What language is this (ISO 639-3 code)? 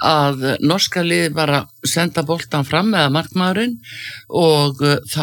isl